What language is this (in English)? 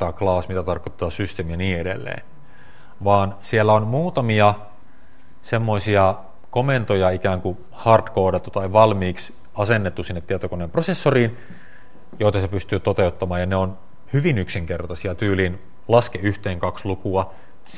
Finnish